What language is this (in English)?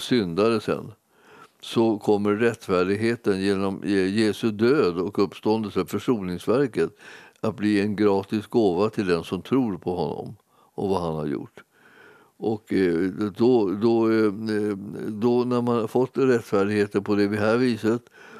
Swedish